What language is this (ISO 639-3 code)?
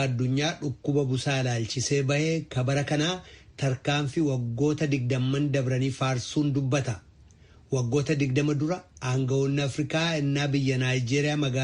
orm